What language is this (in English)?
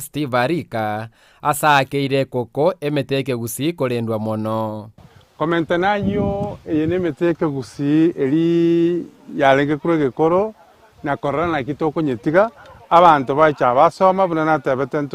Gusii